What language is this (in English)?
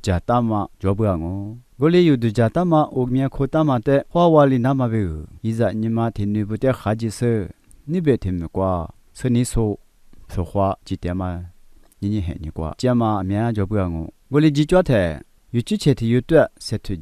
Lisu